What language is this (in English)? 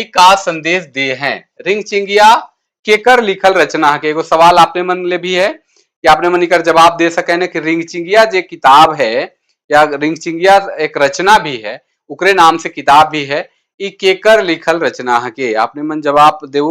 Sadri